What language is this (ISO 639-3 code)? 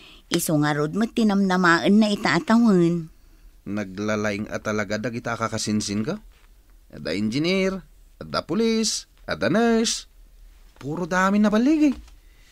ilo